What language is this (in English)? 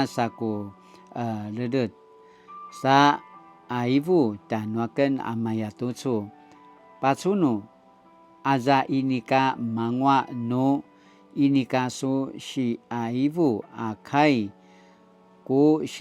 Paiwan